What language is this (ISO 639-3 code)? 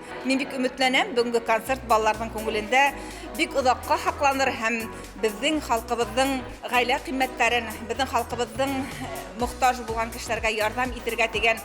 bak